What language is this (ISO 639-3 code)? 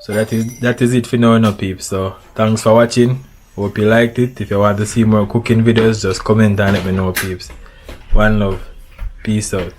jam